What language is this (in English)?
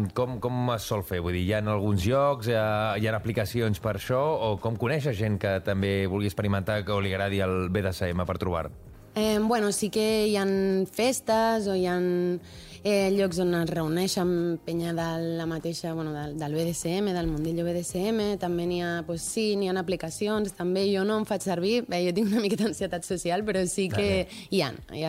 Catalan